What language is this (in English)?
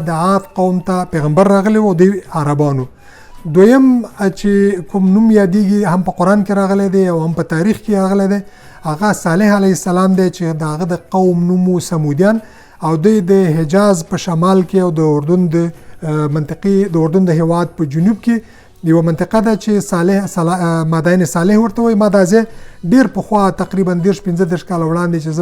Pashto